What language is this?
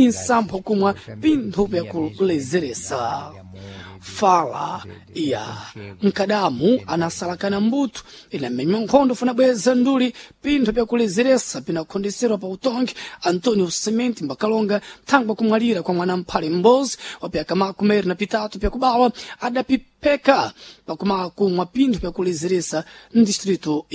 Sena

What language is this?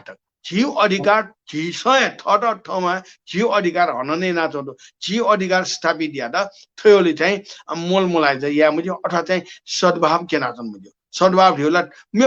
Newari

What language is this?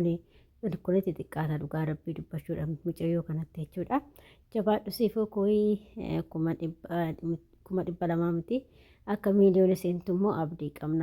Oromo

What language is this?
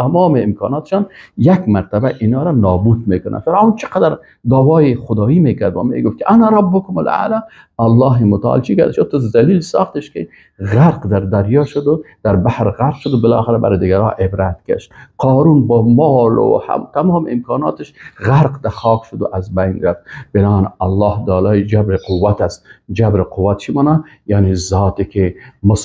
Persian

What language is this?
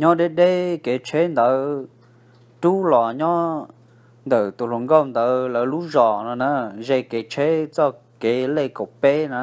Hmong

